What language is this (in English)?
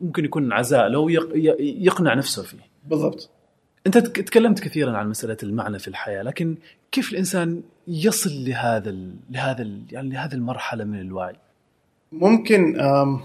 Gulf Arabic